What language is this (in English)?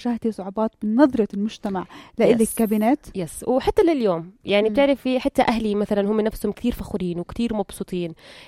North Levantine Arabic